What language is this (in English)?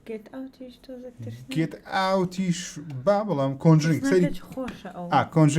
Central Kurdish